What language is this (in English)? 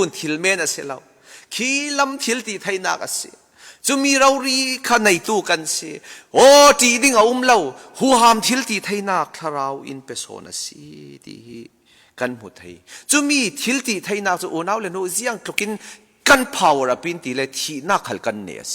Falam Chin